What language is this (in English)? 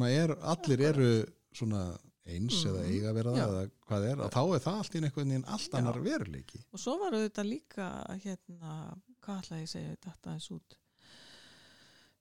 Icelandic